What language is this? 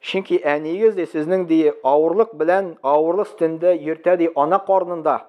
Tatar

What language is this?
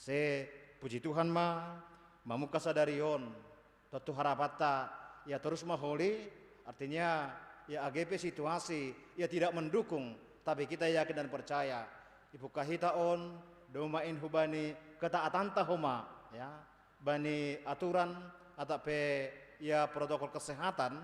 Batak Simalungun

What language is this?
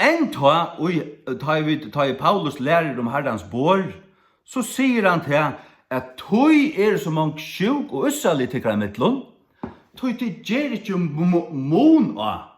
Faroese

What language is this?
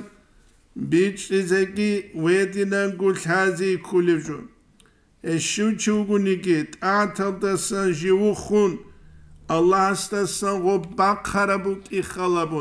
Avaric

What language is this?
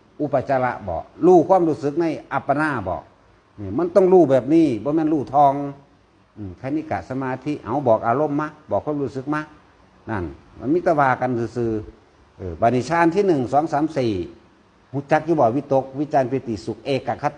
Northeastern Thai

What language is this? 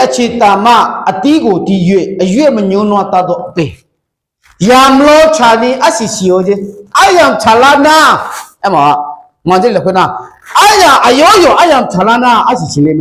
Akha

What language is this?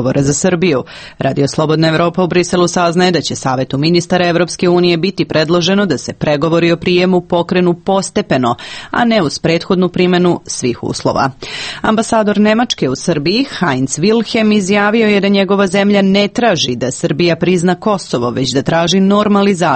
Serbian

